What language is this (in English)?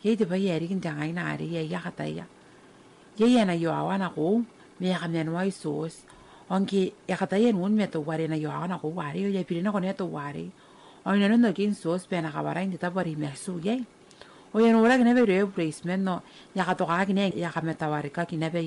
Gilbertese